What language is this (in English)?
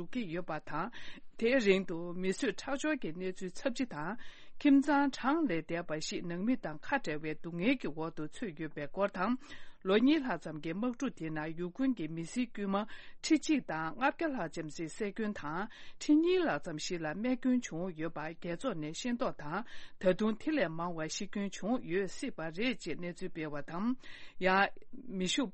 Tibetan